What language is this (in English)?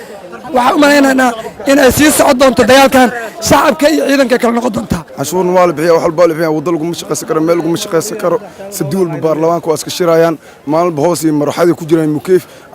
Somali